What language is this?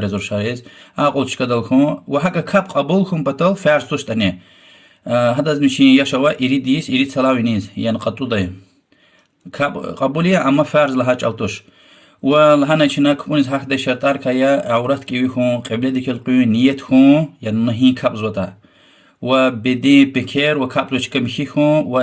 Lezghian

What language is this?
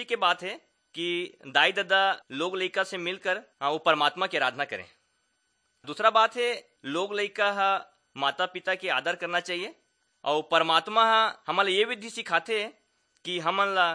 Chhattisgarhi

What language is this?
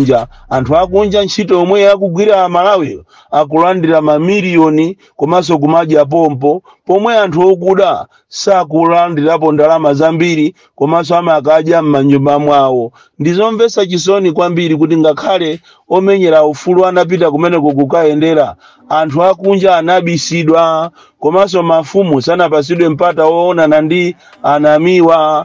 Nyanja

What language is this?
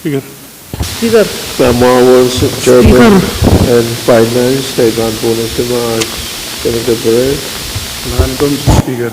Pohnpeian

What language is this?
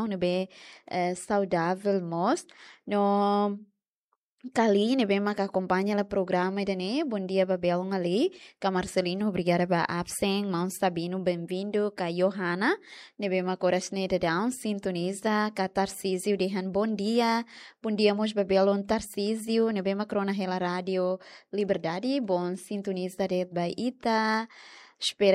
Tetum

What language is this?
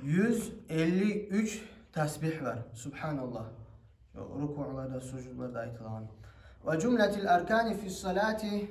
Kumyk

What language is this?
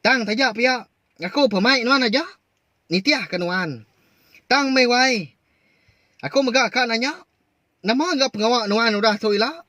Iban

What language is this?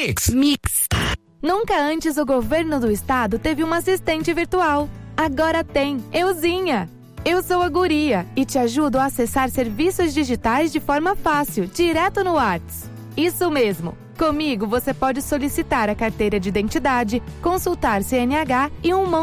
Portuguese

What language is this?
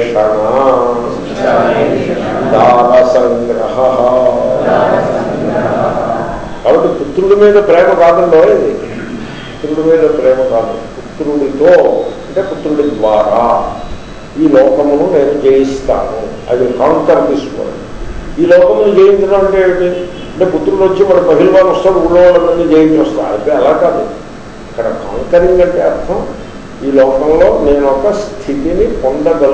Telugu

